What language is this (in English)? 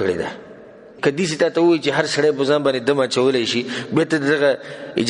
Pashto